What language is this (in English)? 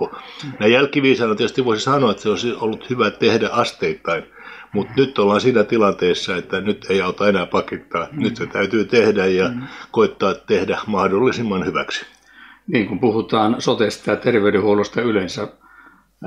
Finnish